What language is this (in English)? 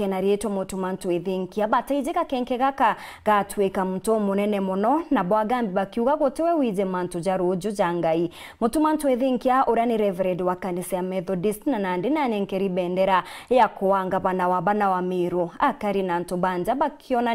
Meru